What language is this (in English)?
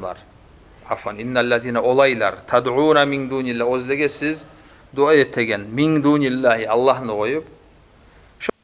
Kumyk